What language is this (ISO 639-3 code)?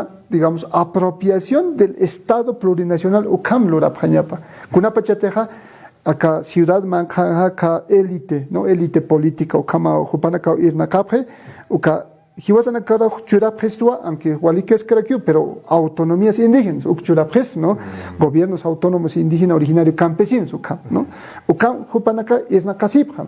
aym